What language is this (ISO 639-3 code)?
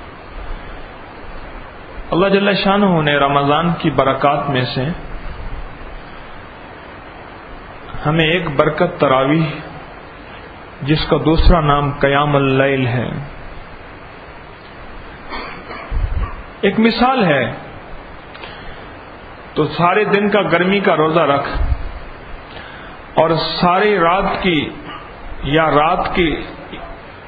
urd